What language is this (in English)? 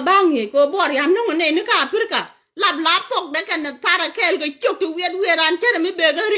Nuer